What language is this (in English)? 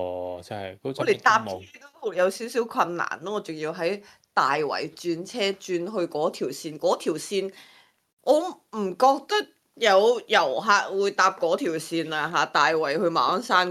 Cantonese